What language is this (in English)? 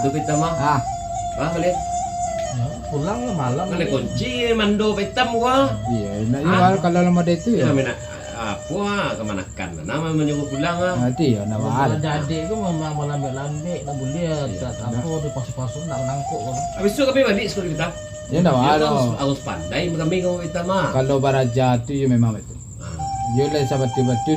Minangkabau